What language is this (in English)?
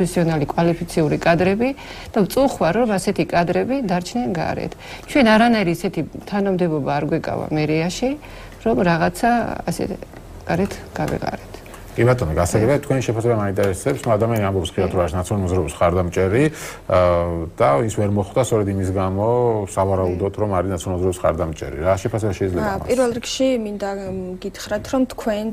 Georgian